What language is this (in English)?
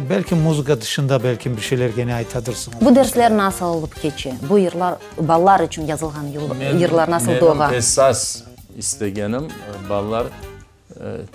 Crimean Tatar